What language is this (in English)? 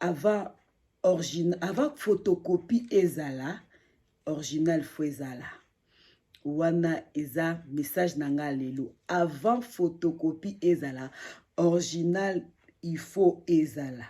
Lingala